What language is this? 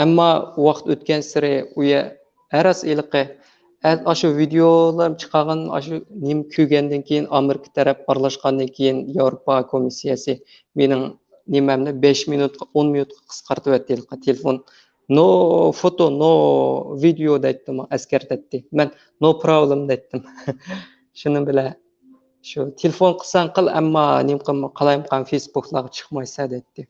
Uyghur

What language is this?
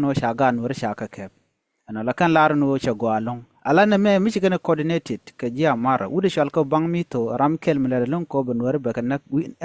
Nuer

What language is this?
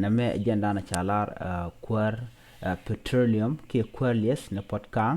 Nuer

